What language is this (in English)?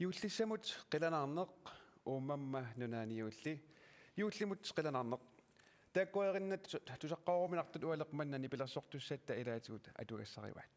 Kalaallisut